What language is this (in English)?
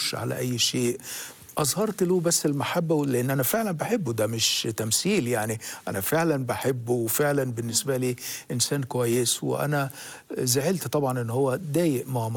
Egyptian Arabic